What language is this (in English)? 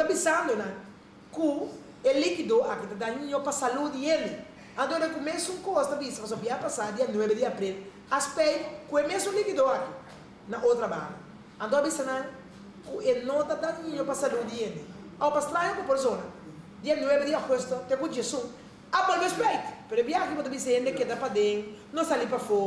Papiamento